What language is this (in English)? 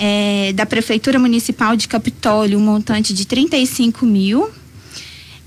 Portuguese